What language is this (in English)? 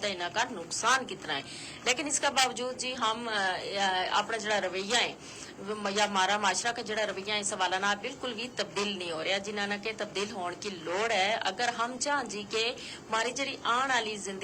Gujari